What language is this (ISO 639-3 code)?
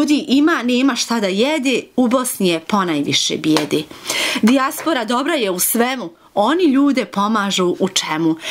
bos